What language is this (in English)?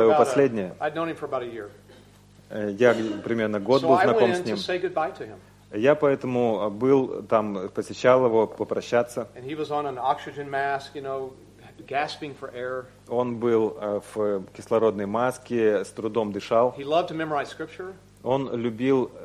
Russian